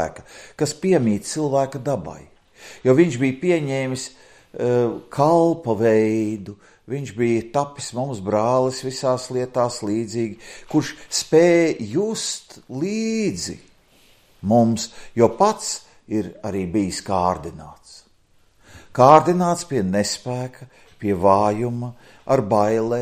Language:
Latvian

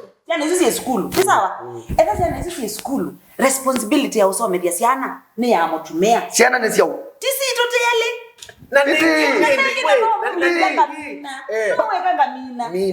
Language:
Kamba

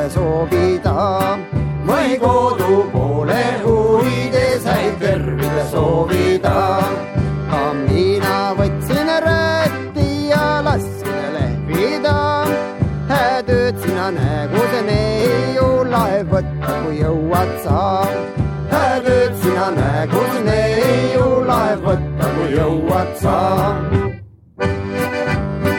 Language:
Estonian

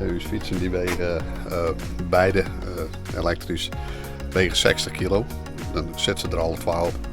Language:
Western Frisian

